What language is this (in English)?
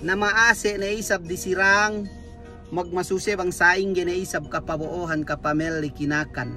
Yakan